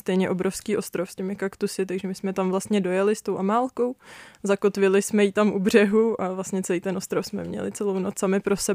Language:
Czech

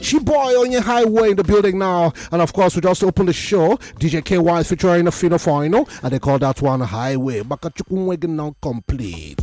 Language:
Nigerian Pidgin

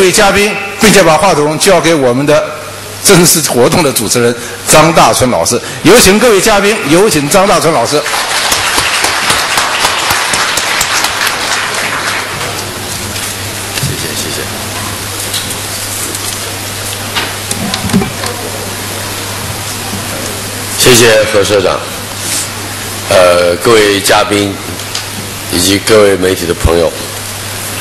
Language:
Chinese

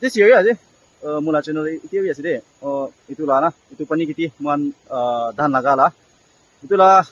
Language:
Naga Pidgin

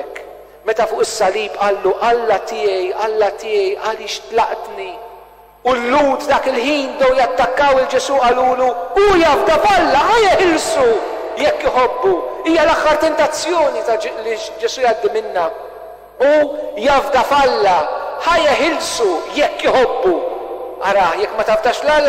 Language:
Maltese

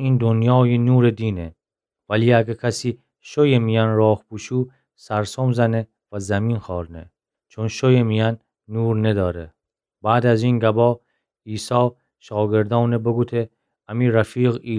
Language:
Gilaki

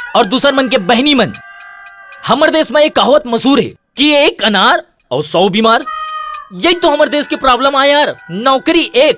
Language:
Chhattisgarhi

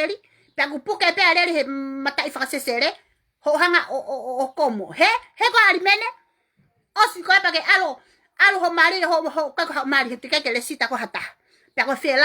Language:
Tongan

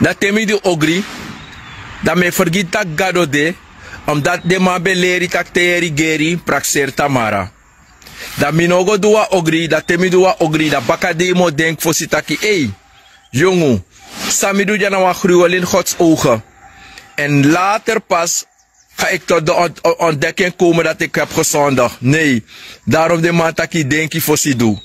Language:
Sranan Tongo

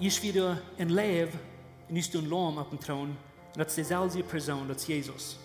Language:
Plautdietsch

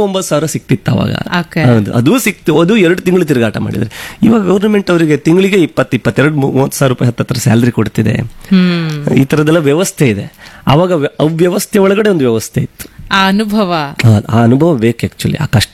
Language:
Kannada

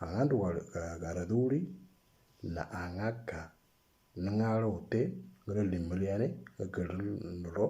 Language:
Moro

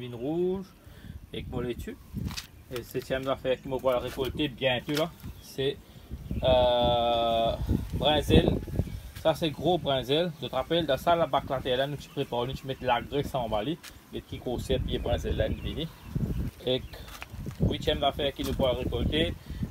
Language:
Morisyen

